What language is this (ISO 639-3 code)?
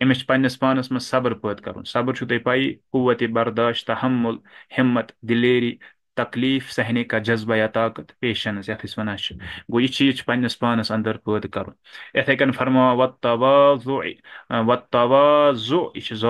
kas